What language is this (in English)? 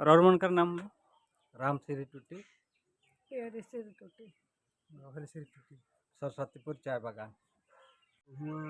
Sadri